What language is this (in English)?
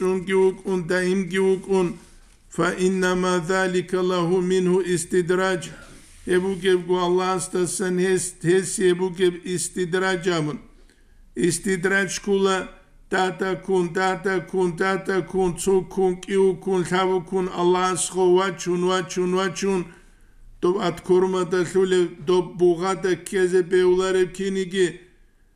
Avaric